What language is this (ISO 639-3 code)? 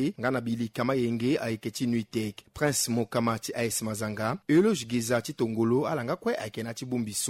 sag